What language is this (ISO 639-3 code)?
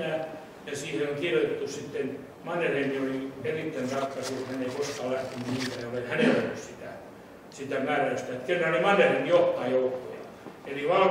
fin